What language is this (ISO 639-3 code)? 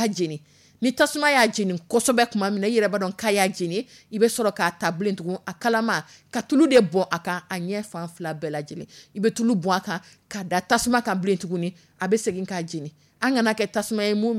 dyu